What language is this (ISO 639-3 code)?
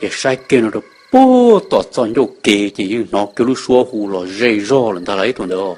hmn